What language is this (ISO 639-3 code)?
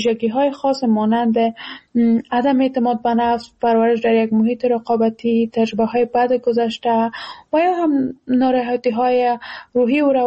fas